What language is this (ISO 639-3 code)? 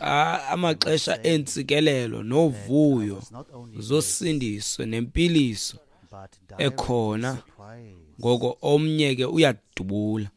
xho